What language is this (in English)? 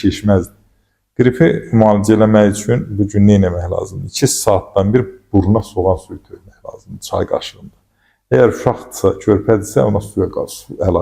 Azerbaijani